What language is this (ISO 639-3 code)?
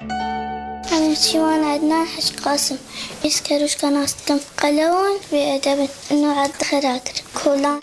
kur